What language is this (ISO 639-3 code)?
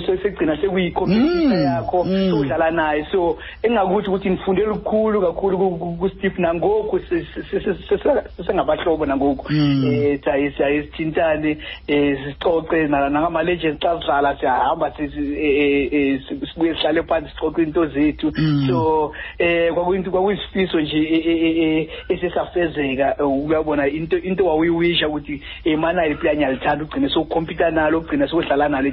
xho